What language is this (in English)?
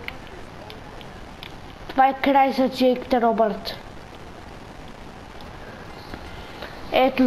Bulgarian